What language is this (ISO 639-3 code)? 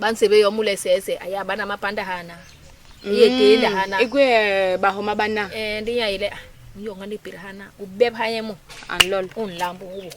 bas